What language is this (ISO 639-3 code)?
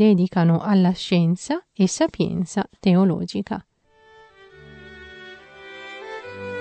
ita